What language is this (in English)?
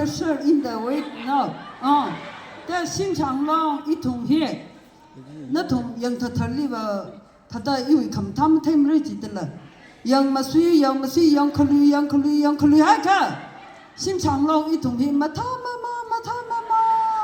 Tangkhul Naga (India)